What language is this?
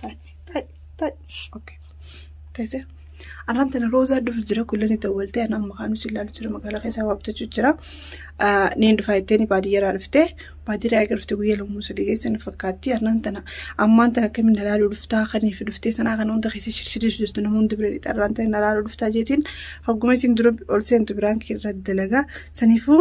Oromo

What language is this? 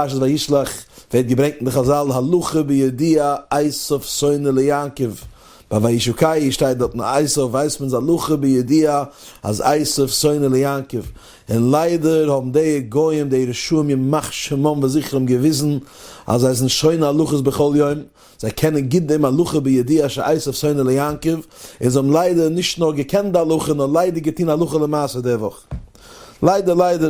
Yiddish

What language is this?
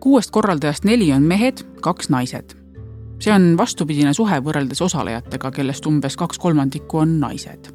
Estonian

